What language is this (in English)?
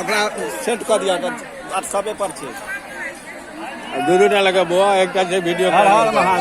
Maithili